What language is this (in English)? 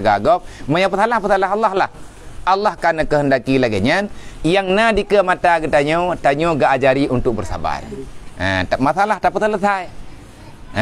Achinese